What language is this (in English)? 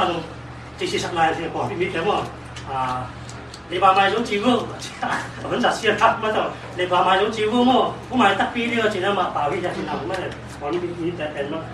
Tedim Chin